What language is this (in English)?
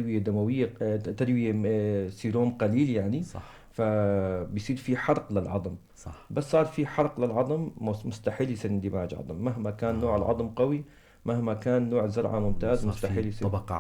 North Levantine Arabic